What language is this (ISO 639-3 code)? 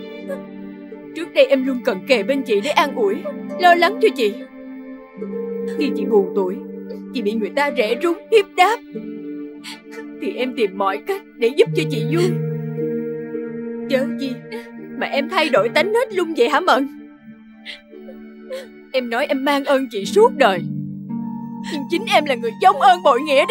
vie